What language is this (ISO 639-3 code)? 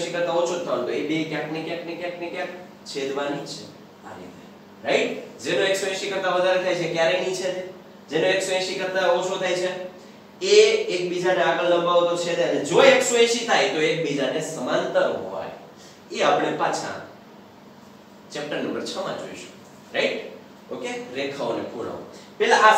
guj